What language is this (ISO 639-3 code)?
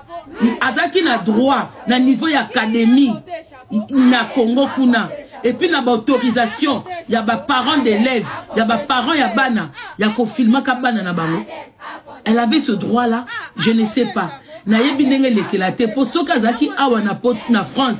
lin